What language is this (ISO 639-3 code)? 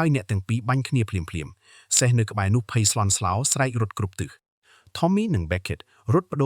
khm